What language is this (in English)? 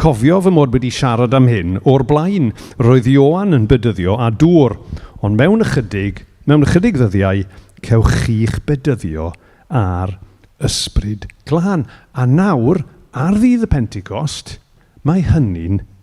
Welsh